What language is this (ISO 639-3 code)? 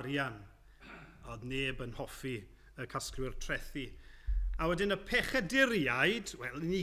cym